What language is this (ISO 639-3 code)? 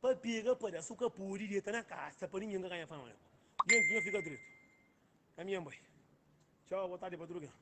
kea